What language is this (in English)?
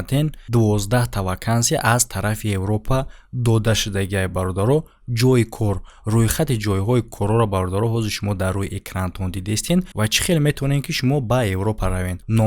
Tajik